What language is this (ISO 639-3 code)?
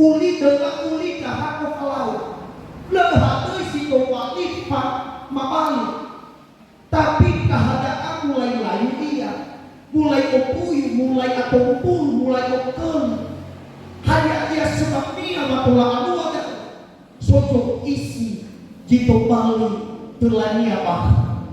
nia